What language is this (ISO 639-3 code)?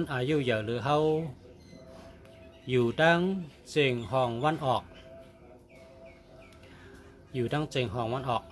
shn